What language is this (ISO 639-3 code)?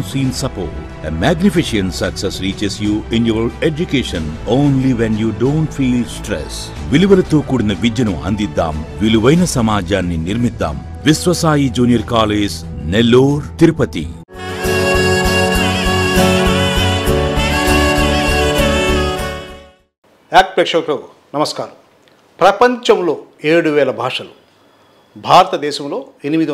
tel